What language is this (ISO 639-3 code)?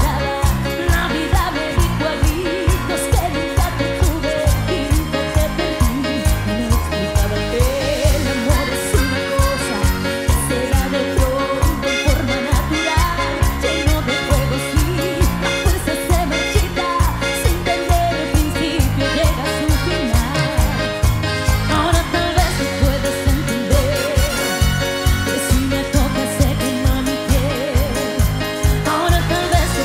spa